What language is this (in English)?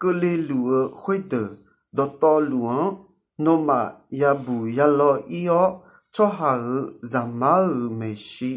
Akha